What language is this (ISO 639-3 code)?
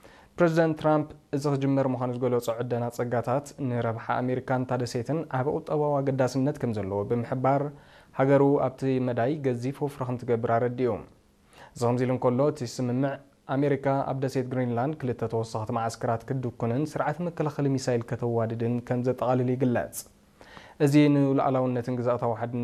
tir